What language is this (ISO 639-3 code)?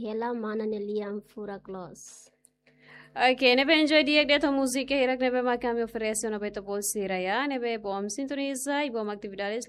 tet